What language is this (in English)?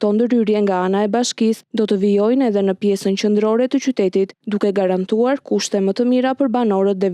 Albanian